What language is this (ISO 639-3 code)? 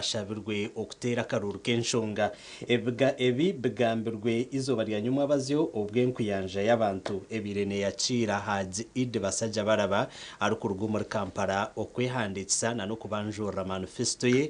nyn